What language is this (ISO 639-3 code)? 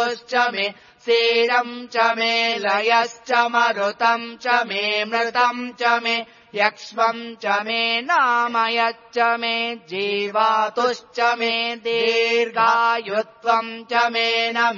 san